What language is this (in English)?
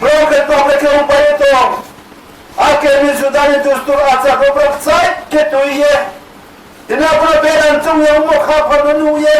Riang (India)